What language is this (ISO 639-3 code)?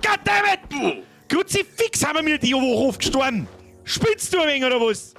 bar